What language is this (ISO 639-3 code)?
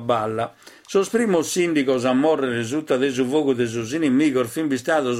srd